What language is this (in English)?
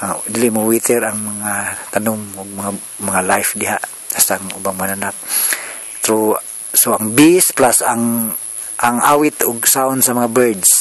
Cebuano